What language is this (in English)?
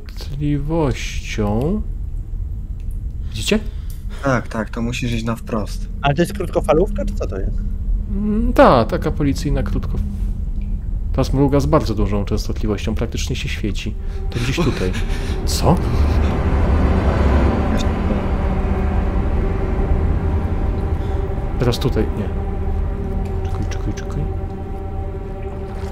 Polish